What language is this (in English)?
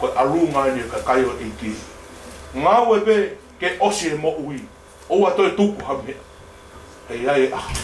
Tongan